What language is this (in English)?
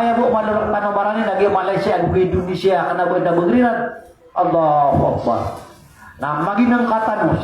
Maranao